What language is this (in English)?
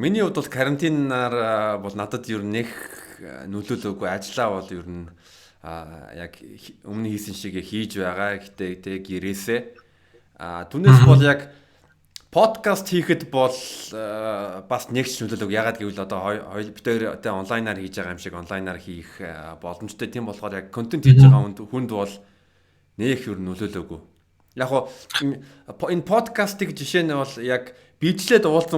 Mongolian